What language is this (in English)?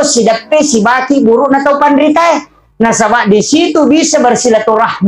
Buginese